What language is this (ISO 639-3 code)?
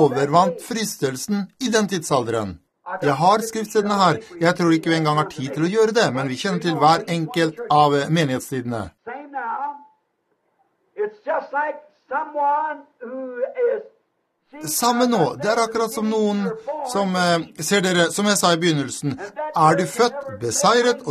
nor